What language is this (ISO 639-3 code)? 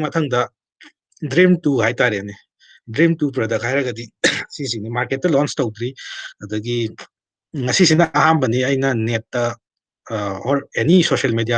mni